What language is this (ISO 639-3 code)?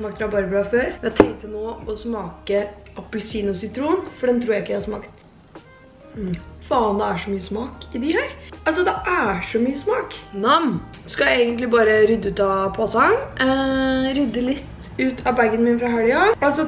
nor